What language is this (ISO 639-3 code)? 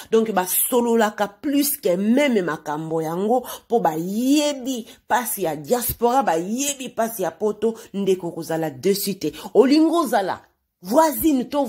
lin